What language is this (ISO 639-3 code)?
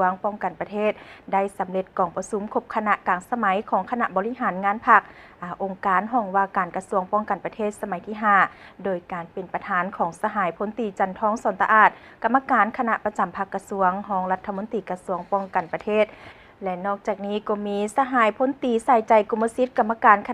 lao